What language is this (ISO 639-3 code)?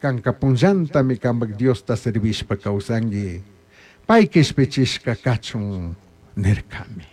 qug